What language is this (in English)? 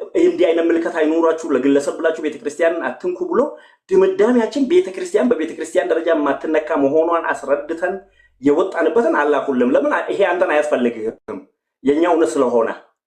Amharic